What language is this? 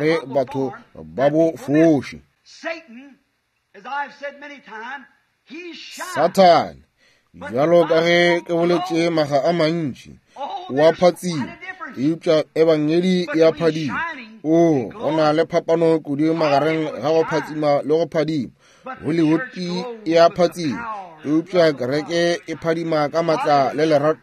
Northern Sotho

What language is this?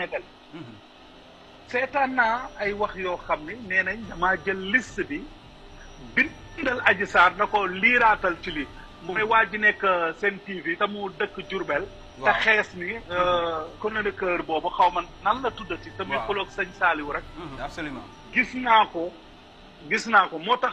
Wolof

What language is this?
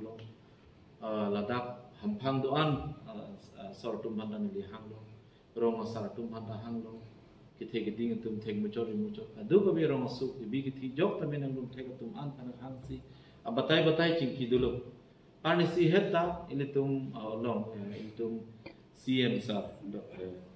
Karbi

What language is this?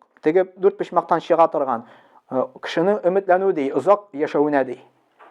Tatar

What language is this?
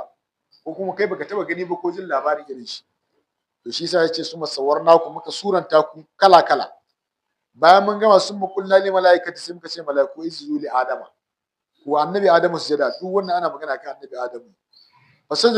Hausa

